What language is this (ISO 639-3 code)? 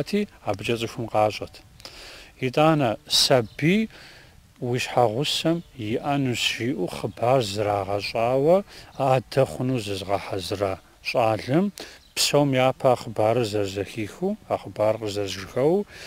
kbd